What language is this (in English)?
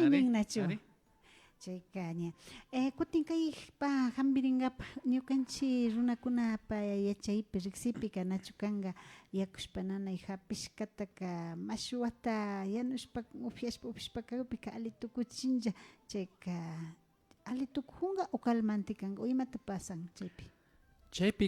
Imbabura Highland Quichua